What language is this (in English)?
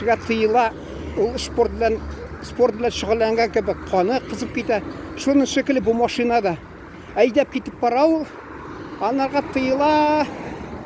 Tatar